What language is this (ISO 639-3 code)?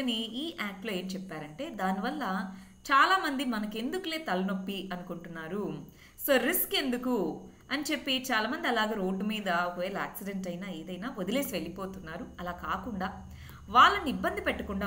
tel